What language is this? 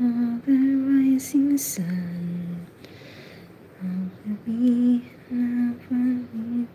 Filipino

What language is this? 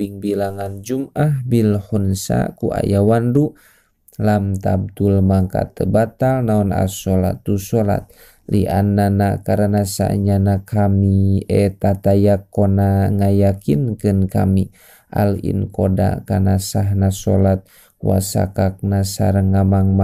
Sundanese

